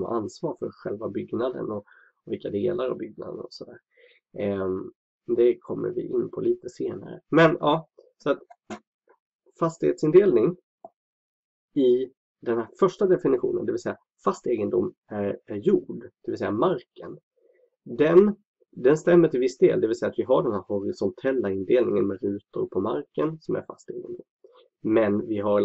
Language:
Swedish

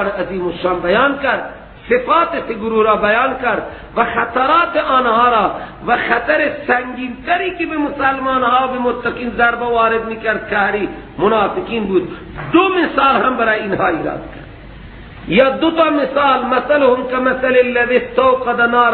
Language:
Persian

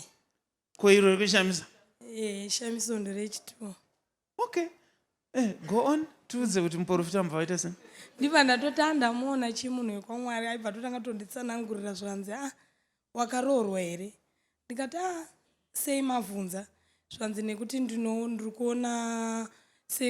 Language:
Shona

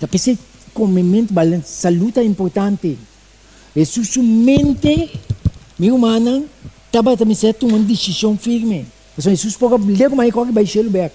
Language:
Papiamento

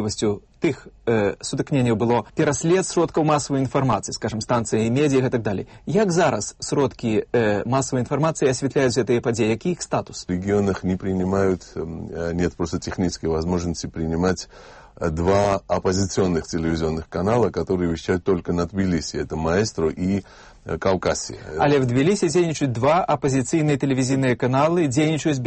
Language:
Belarusian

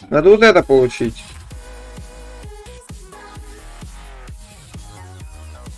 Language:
Russian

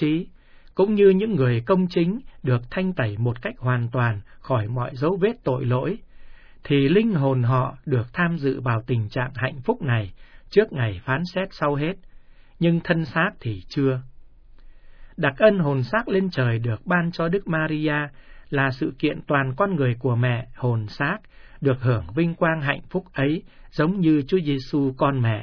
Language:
Vietnamese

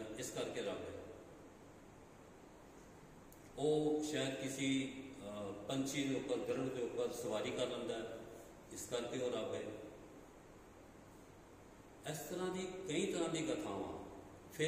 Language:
Punjabi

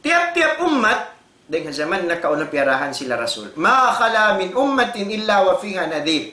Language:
Tausug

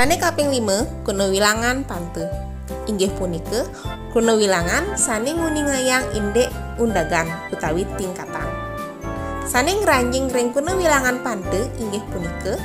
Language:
Balinese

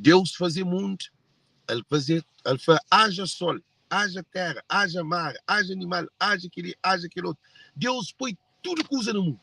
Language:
Kabuverdianu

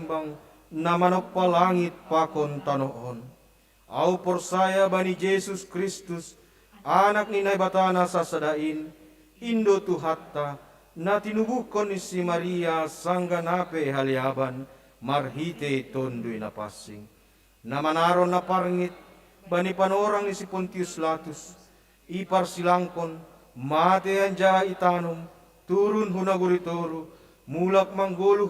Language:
Batak Simalungun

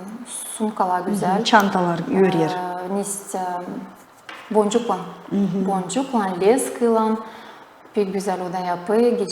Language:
Gagauz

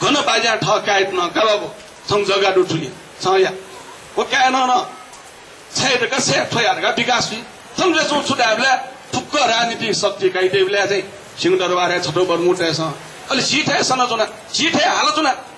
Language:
Newari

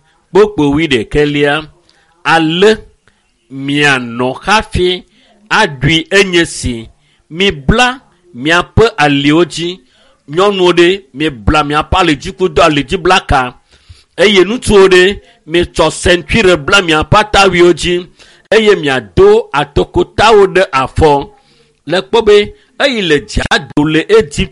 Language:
Ewe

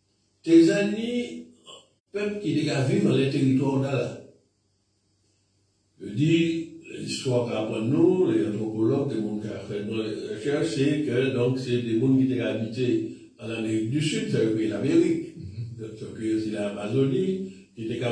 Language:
French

